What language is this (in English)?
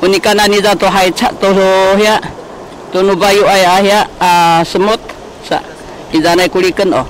Sakizaya